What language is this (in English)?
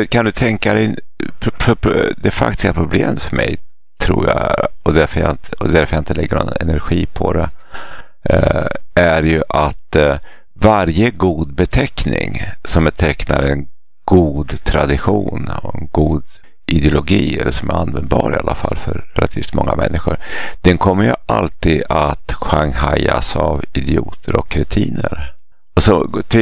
Swedish